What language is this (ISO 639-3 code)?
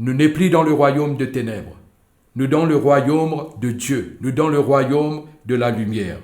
mfe